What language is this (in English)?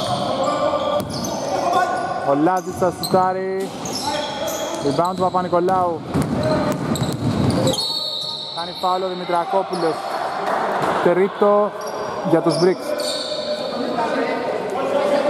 Greek